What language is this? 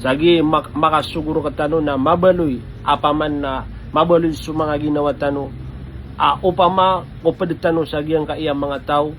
Maranao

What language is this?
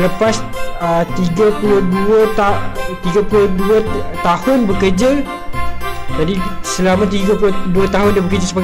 Malay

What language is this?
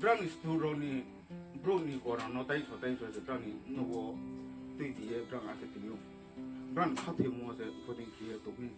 Riang (India)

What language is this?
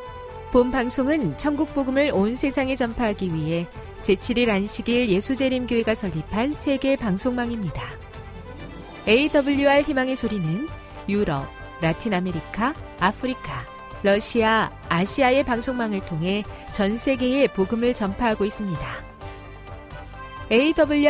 Korean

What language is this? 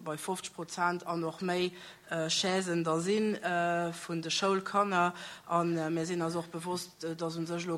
Luxembourgish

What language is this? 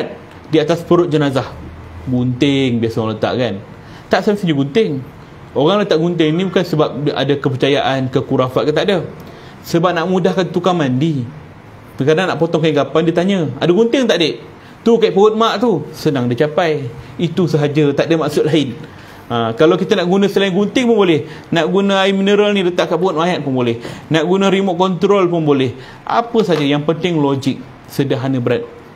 Malay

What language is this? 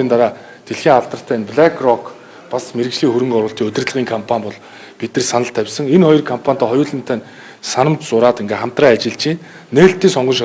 Mongolian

